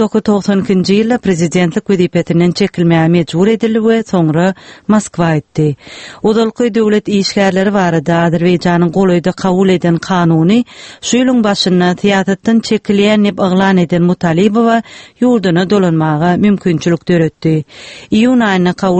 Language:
Turkmen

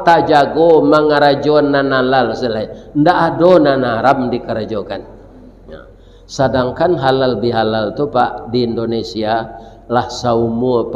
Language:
Minangkabau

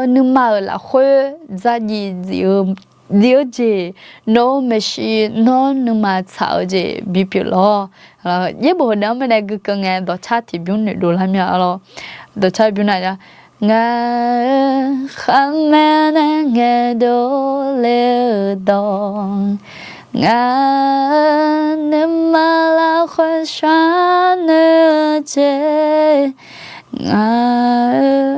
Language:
Akha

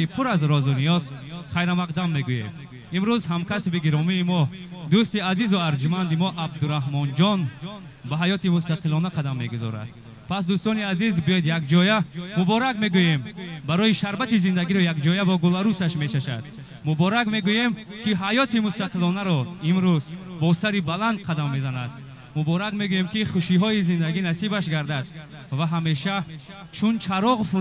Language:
Tajik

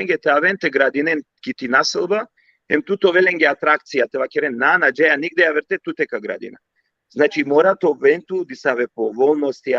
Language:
Balkan Romani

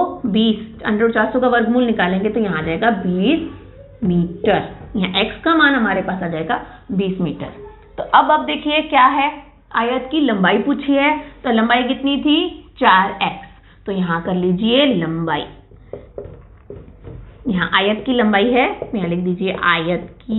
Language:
Hindi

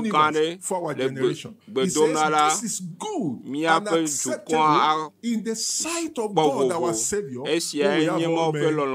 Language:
Ewe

